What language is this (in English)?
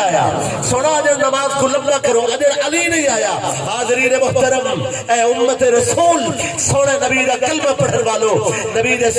Saraiki